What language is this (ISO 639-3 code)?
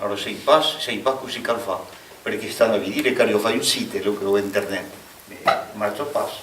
oci